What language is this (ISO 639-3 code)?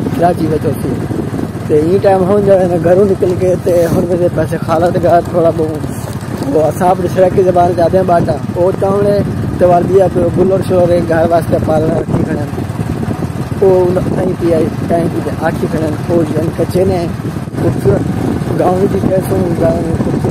skr